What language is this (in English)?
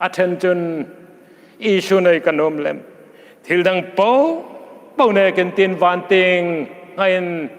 Hmar